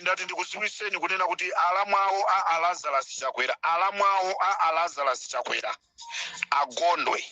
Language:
Nyanja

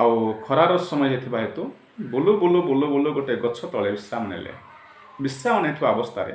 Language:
Odia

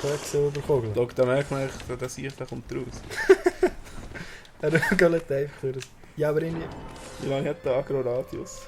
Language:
Swiss German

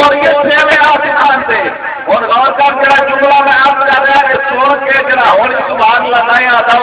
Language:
Saraiki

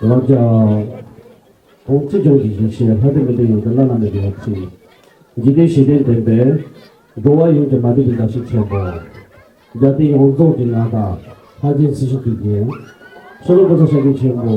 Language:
Tibetan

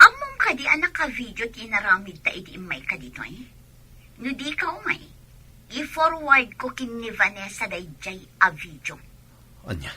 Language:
Iloko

